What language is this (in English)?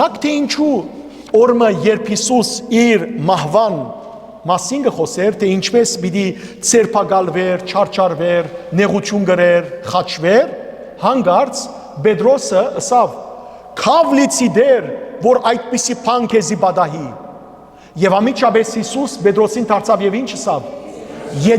Western Armenian